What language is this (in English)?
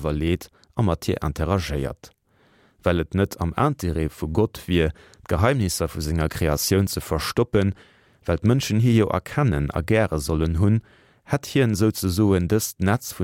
Luxembourgish